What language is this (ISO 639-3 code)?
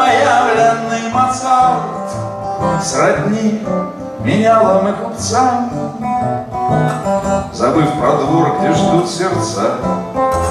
rus